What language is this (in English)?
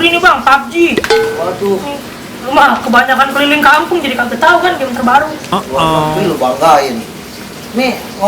Betawi